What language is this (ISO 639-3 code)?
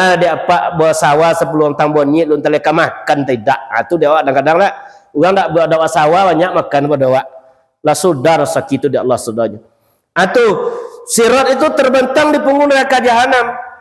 min